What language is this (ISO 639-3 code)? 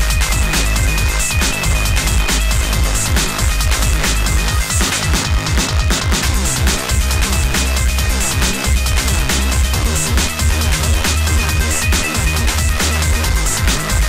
eng